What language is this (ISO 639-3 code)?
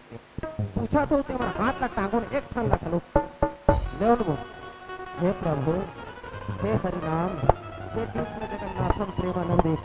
hne